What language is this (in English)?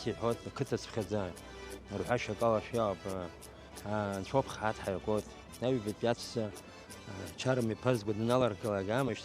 Abkhazian